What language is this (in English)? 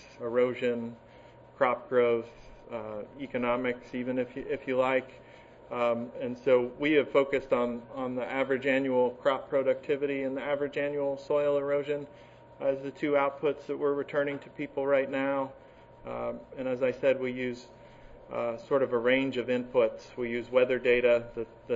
English